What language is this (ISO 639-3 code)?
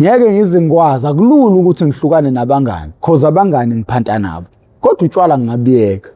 zul